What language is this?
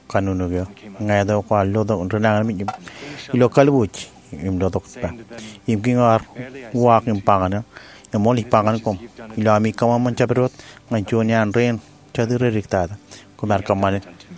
Marshallese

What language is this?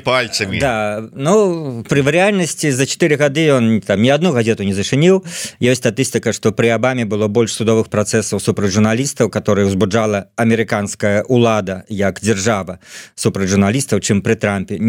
Belarusian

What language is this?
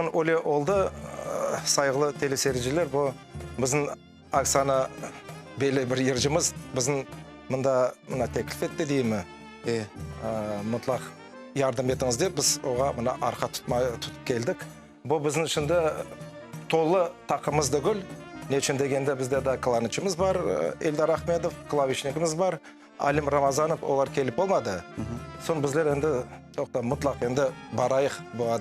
Crimean Tatar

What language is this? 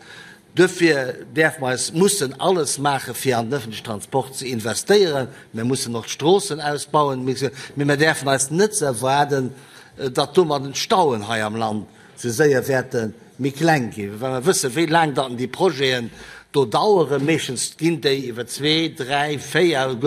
Luxembourgish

